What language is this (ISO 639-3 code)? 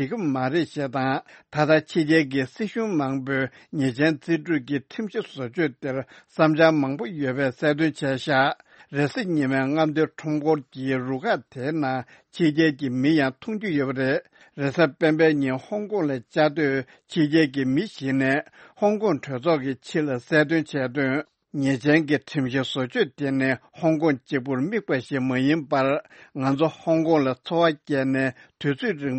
bod